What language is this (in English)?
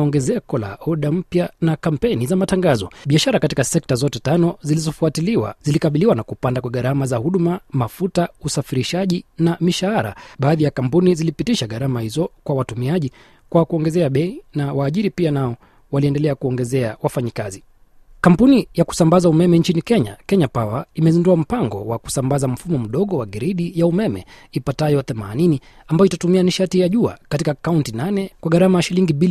Swahili